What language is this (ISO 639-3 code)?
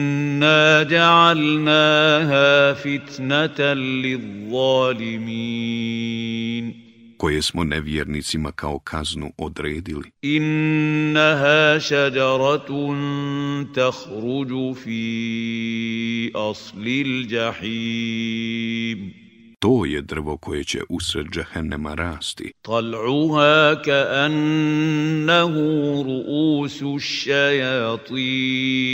bos